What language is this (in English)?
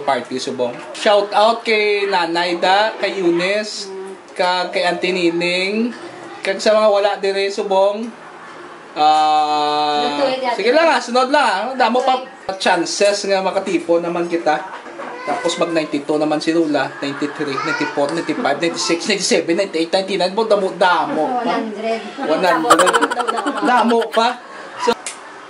Hiligaynon